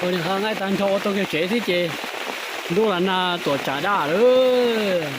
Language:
Hmong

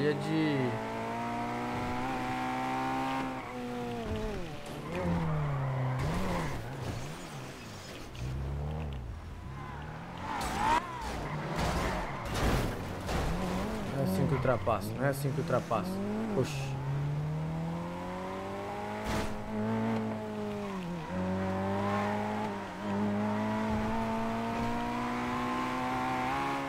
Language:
Portuguese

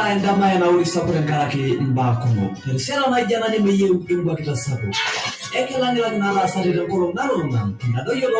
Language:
Masai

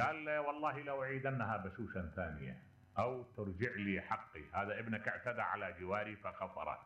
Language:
Mesopotamian Arabic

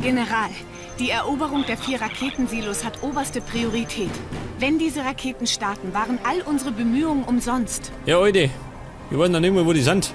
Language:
Bavarian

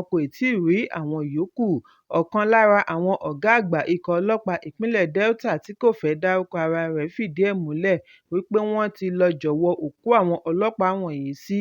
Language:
Yoruba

